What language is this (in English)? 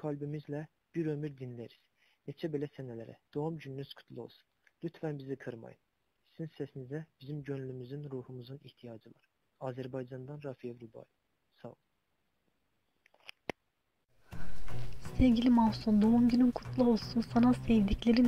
Turkish